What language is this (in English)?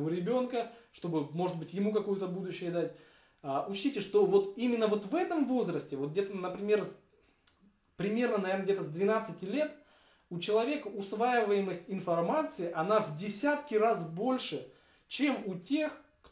Russian